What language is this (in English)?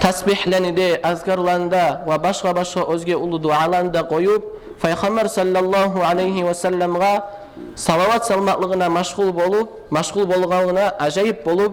Kumyk